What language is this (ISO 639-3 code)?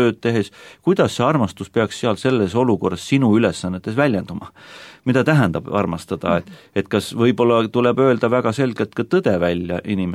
est